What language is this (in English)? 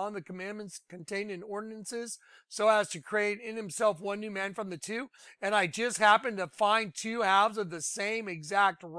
English